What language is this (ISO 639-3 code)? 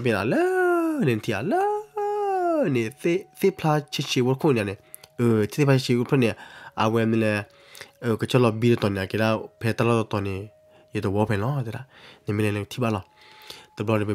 ksw